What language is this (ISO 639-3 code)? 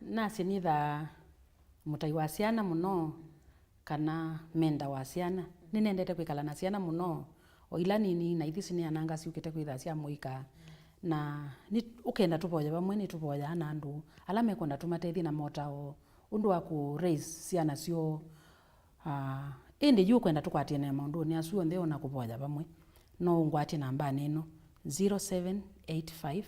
kam